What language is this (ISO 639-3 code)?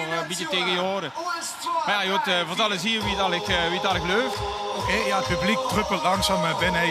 lim